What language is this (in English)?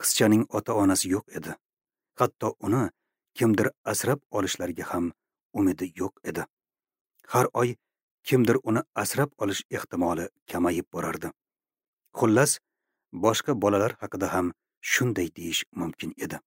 Uzbek